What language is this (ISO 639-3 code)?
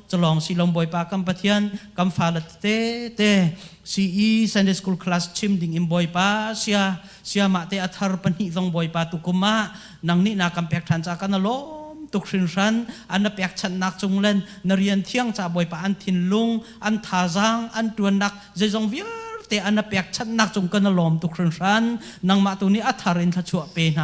cnh